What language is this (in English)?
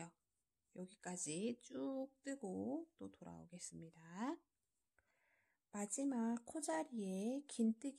Korean